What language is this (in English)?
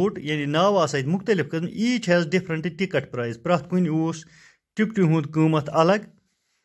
Kashmiri